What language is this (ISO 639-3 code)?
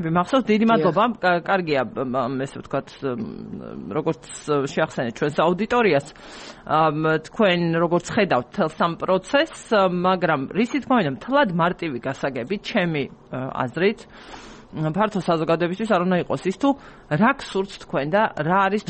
kat